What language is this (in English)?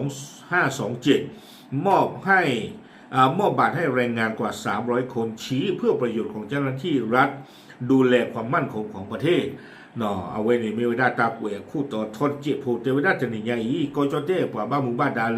S'gaw Karen